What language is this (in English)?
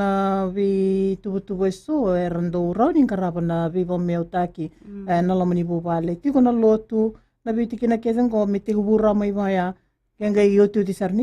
Fijian